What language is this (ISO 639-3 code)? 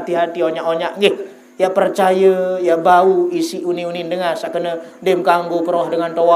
sas